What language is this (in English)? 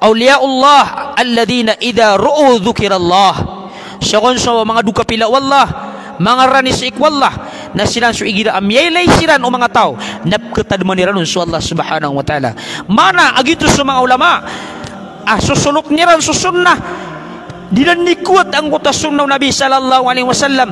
Maranao